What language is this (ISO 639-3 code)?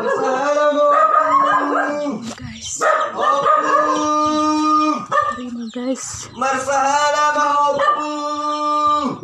bbc